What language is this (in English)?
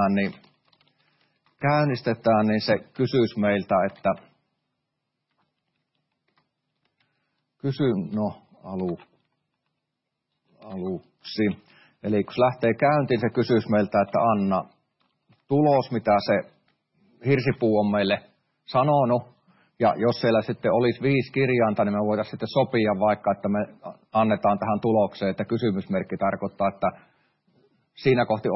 Finnish